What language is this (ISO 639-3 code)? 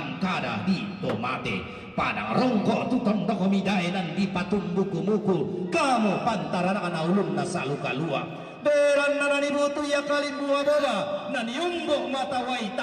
sda